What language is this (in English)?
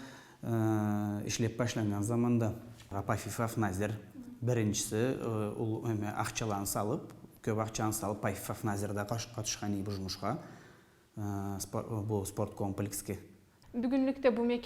Karachay-Balkar